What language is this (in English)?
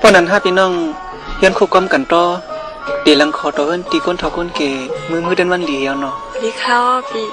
Shan